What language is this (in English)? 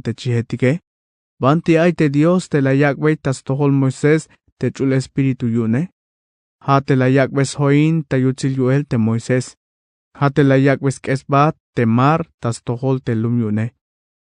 Tzeltal